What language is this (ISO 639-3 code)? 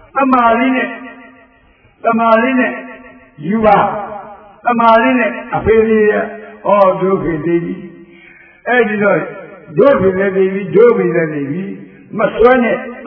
mya